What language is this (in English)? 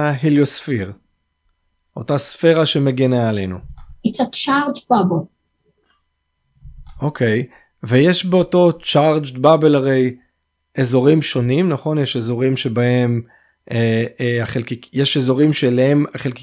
Hebrew